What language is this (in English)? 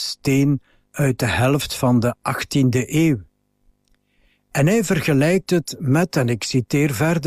Dutch